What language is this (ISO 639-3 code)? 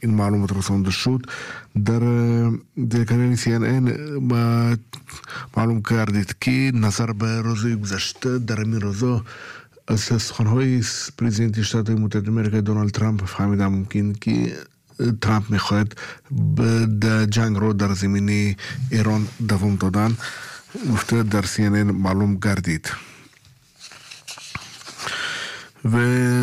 fas